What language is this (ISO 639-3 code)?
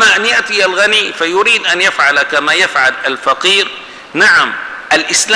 ara